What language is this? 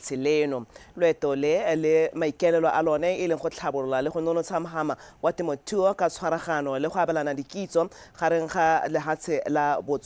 Tswana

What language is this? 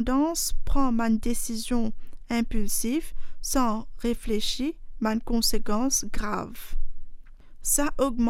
Morisyen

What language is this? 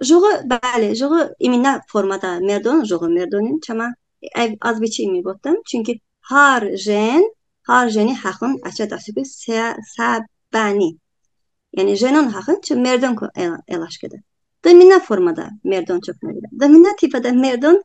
Talysh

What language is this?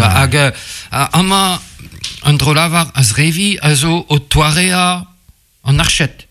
Breton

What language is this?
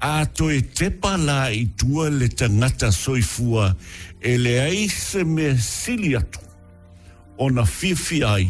Samoan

